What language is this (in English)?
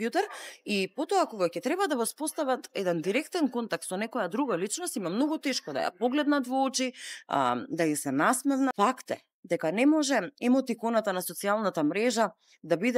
Macedonian